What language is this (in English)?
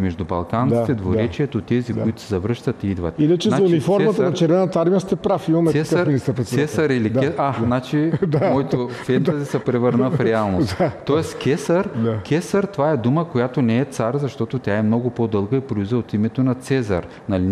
Bulgarian